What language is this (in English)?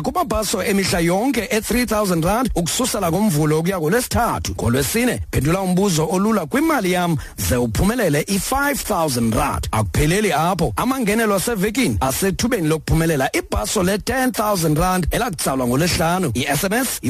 Xhosa